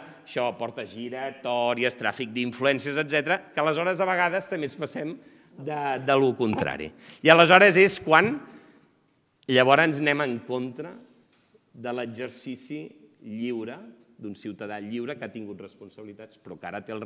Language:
Catalan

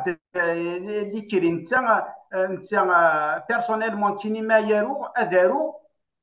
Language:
Kabyle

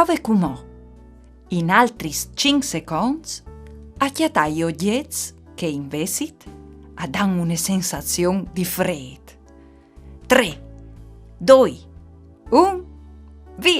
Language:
Friulian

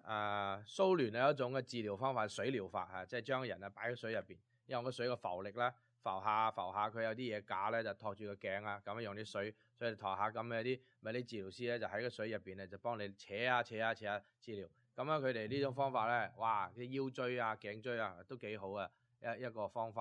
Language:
Cantonese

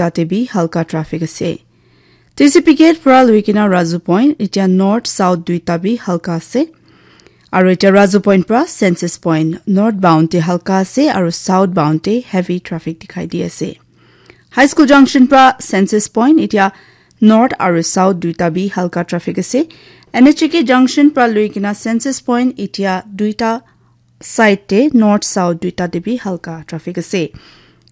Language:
Naga Pidgin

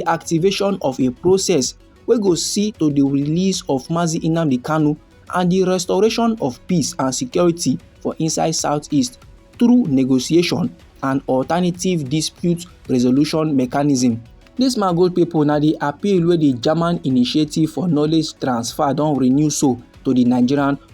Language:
Nigerian Pidgin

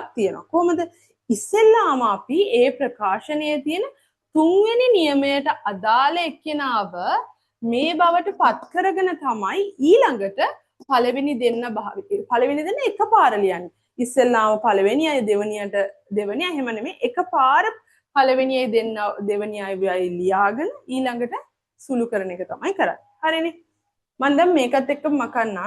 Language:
Sinhala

